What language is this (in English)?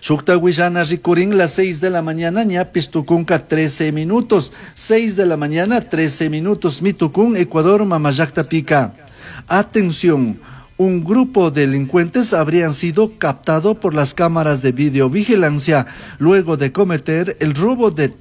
Chimborazo Highland Quichua